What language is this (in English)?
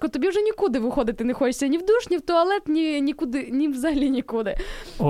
Ukrainian